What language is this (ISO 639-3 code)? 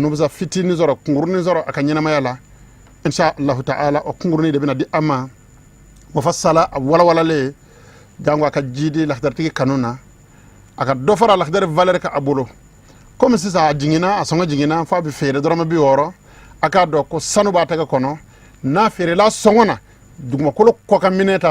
bam